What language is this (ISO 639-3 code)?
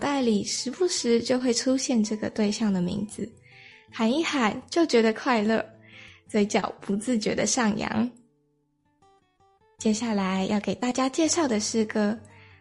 zho